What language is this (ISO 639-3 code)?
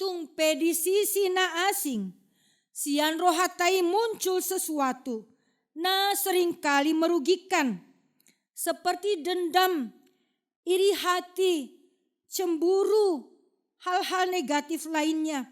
bbc